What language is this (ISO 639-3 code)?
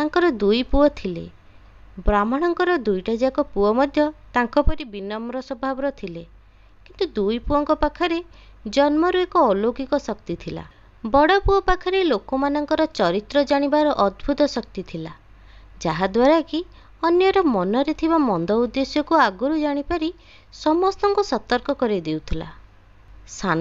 ori